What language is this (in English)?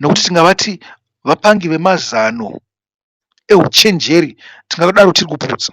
Shona